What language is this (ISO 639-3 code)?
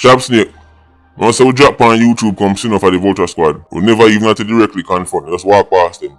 jam